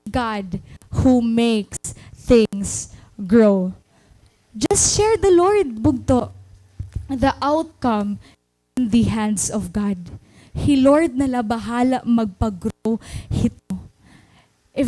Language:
Waray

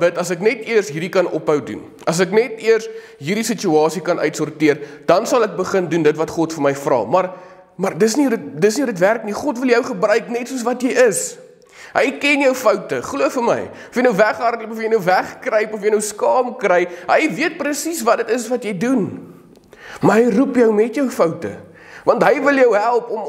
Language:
Afrikaans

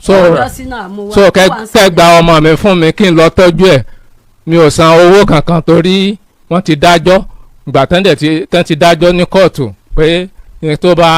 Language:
Yoruba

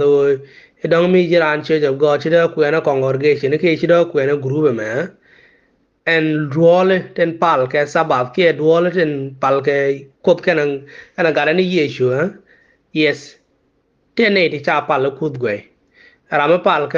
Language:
Nuer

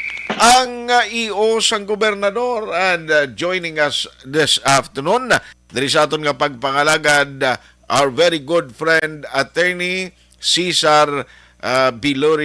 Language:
Hiligaynon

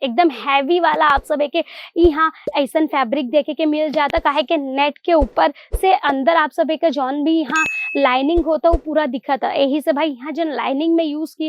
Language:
Bhojpuri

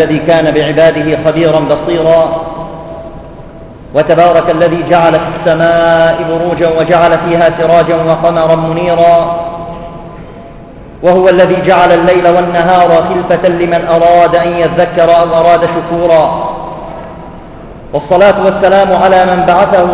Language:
Arabic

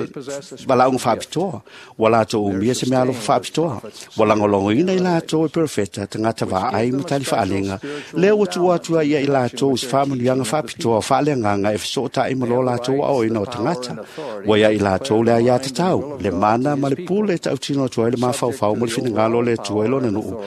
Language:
Samoan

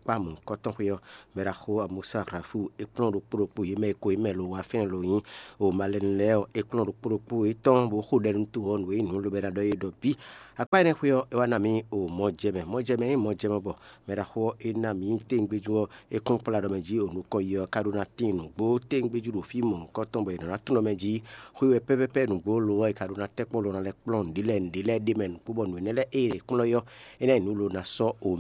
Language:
Fon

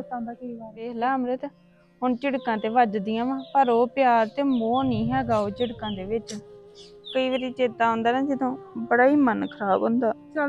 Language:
Punjabi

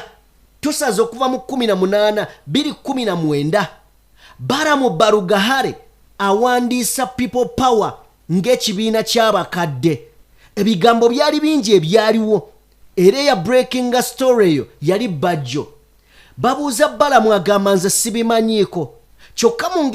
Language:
Ganda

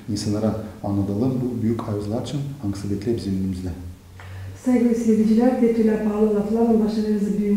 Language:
Gagauz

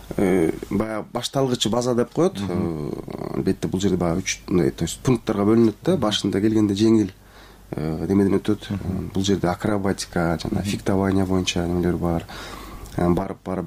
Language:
Kyrgyz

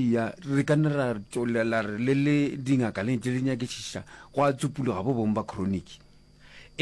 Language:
Northern Sotho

